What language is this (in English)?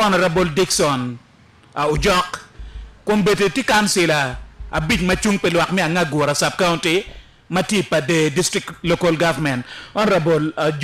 Acoli